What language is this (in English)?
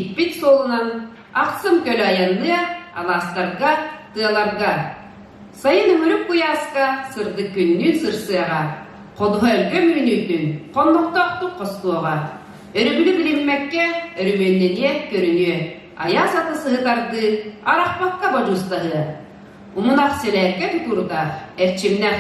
Yakut